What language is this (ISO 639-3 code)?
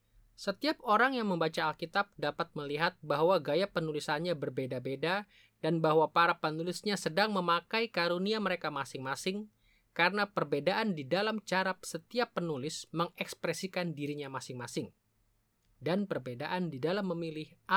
ind